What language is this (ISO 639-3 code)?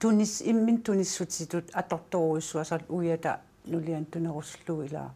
kal